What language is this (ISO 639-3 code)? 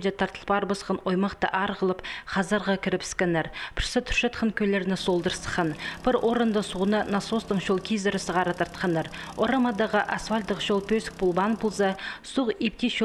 kjh